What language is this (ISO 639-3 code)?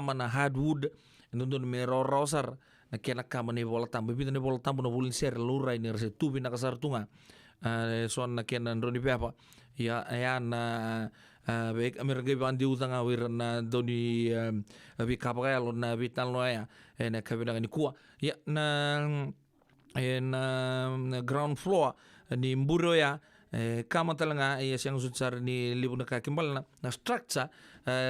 fij